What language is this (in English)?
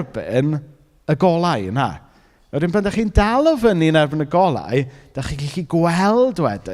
Welsh